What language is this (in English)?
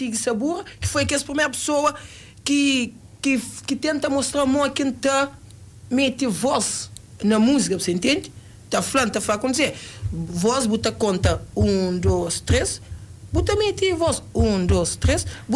Kabuverdianu